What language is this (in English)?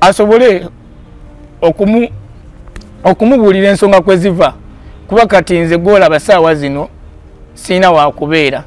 Ganda